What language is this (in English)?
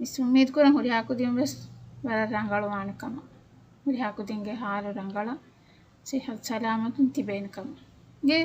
Divehi